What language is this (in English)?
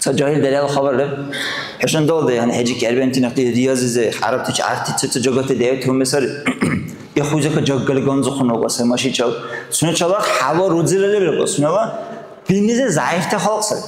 Dargwa